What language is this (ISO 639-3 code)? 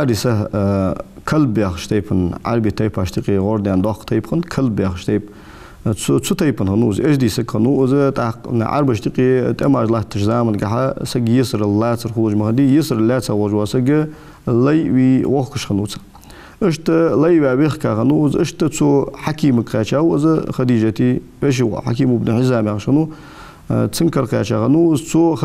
inh